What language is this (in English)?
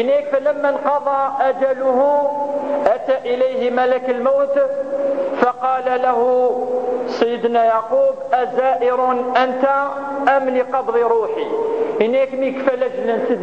Kabyle